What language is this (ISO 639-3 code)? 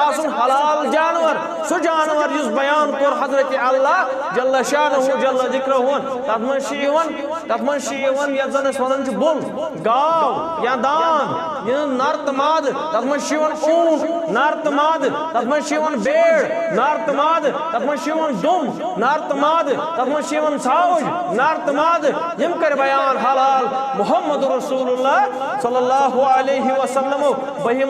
kas